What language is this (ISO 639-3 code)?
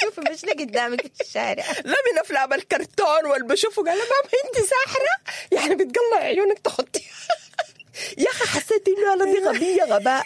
apd